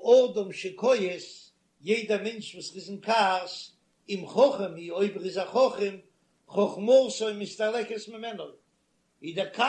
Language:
Yiddish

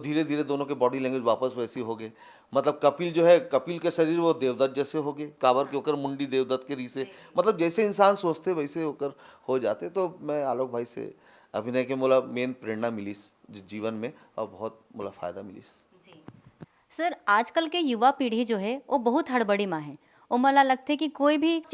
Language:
Chhattisgarhi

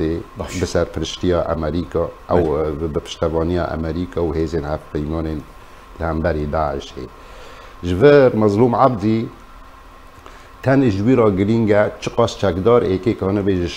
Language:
Kurdish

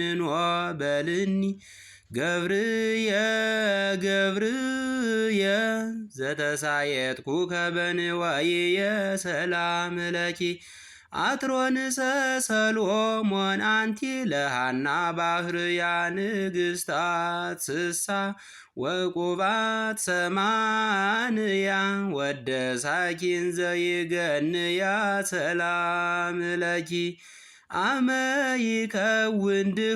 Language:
Geez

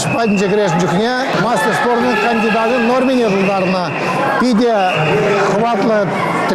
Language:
Chuvash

